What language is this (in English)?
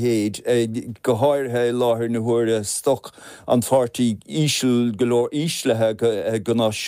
Irish